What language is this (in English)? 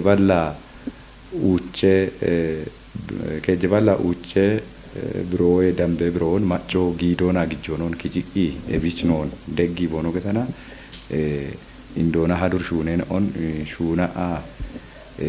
Kafa